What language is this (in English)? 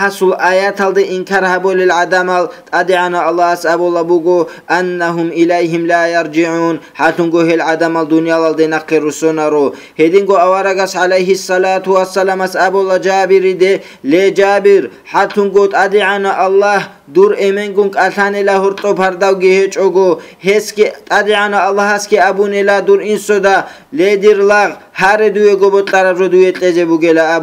Avaric